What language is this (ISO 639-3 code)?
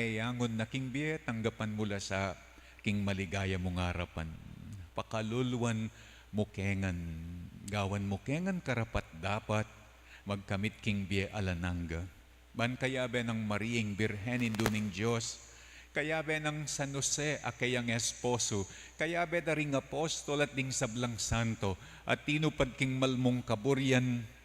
pam